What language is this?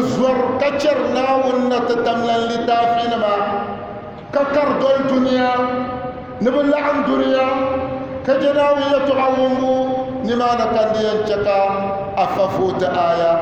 Dagbani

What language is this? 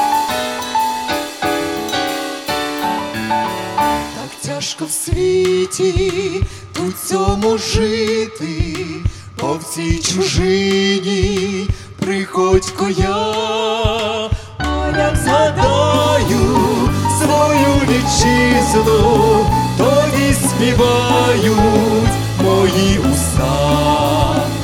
Ukrainian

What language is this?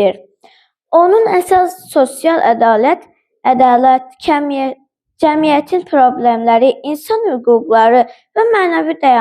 Azerbaijani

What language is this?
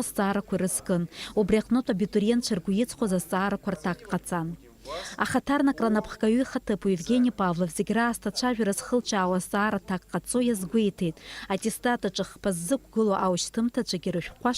Abkhazian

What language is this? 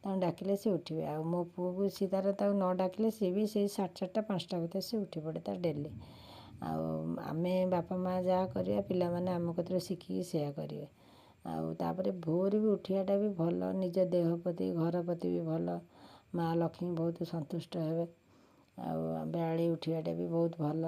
Odia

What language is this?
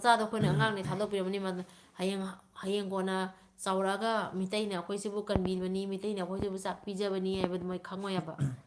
Manipuri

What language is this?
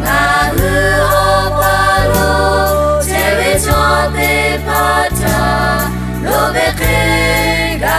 Lahu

